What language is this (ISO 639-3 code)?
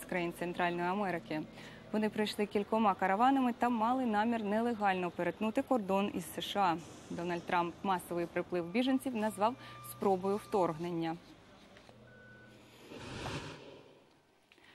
ukr